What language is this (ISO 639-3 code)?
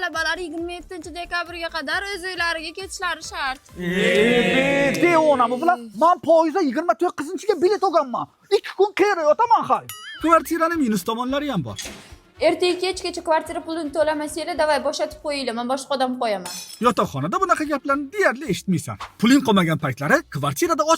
uzb